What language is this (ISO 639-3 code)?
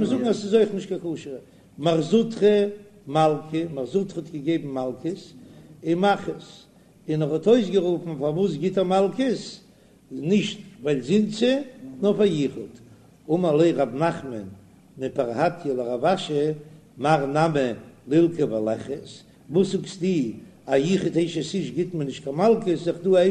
yid